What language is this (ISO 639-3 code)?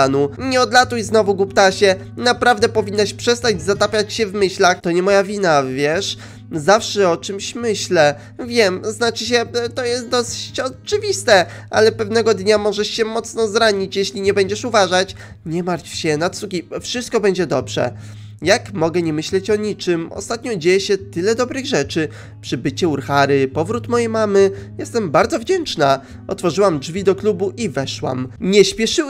pol